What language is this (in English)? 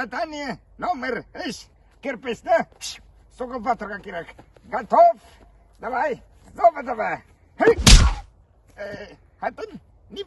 Tatar